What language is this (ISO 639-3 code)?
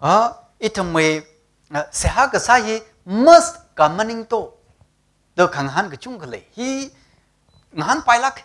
nmf